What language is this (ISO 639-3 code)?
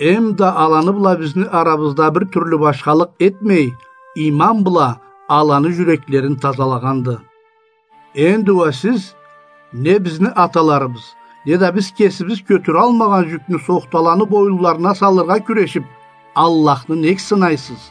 krc